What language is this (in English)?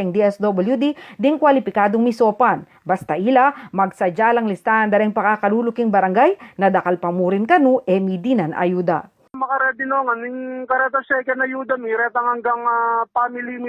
Pampanga